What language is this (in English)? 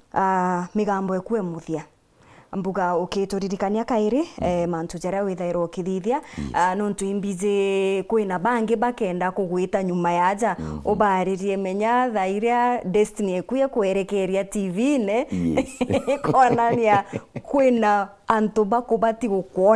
Meru